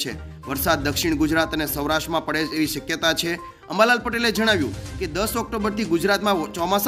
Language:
Gujarati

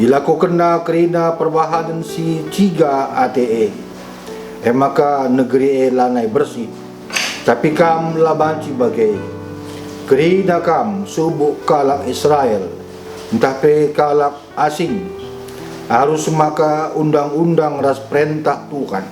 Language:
Batak Karo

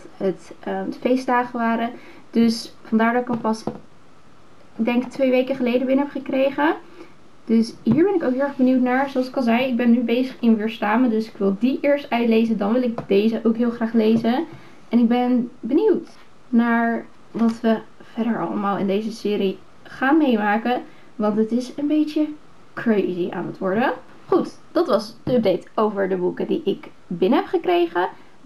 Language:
Dutch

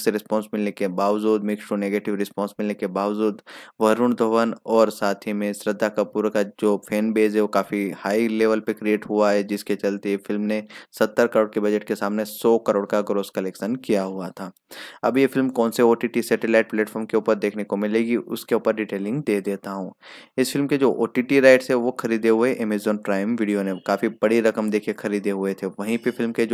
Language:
Hindi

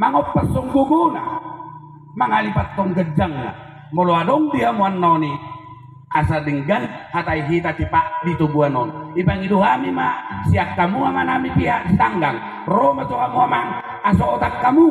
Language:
Batak Toba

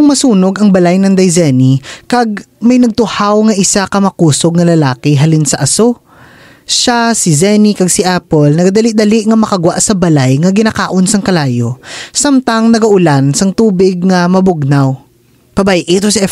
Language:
Hiligaynon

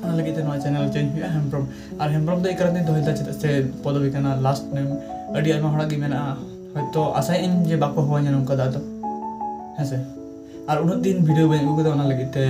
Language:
Santali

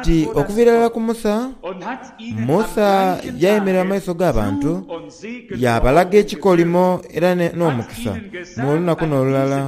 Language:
Soga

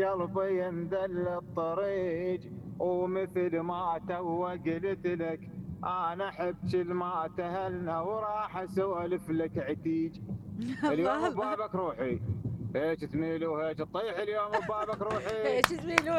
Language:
Mesopotamian Arabic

